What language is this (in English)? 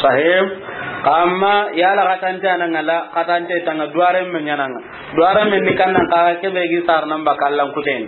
Soninke